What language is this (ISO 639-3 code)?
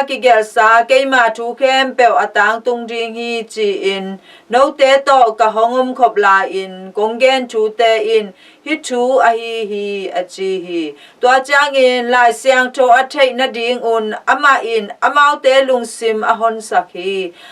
ctd